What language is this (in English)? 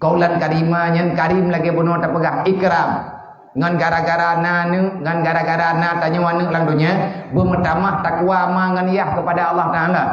Achinese